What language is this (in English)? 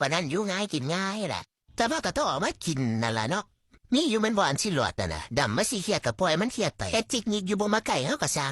Northeastern Thai